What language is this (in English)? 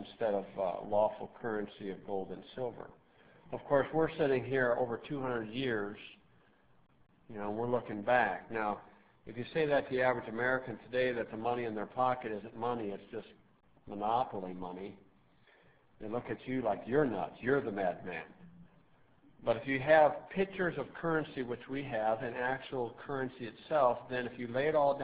English